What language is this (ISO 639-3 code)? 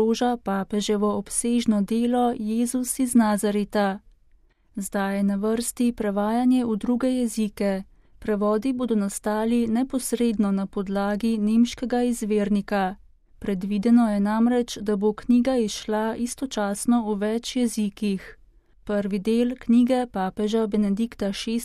slv